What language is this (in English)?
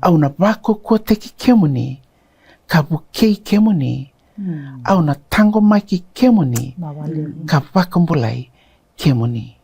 Fijian